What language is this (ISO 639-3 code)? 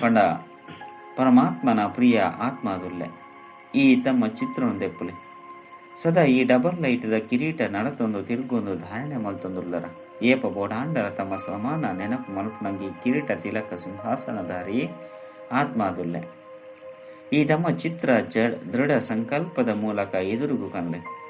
tcy